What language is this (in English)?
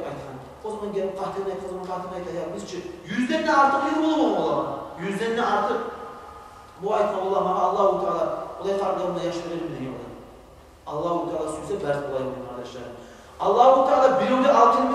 Kumyk